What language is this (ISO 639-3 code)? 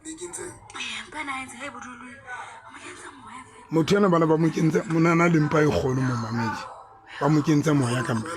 sot